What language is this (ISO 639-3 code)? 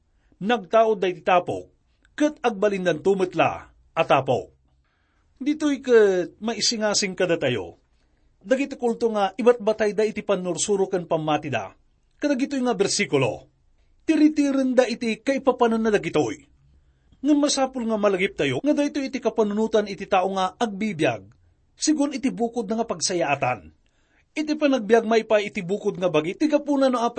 ilo